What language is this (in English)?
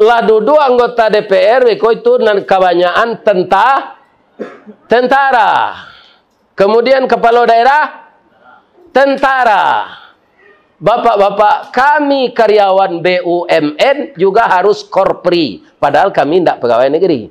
Minangkabau